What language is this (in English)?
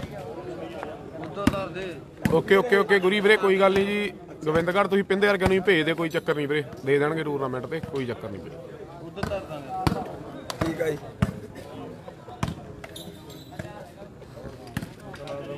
Punjabi